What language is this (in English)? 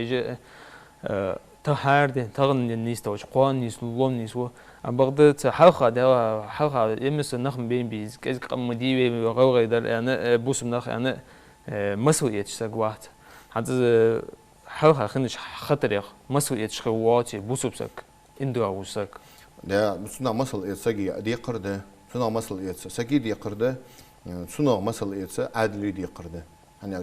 Ingush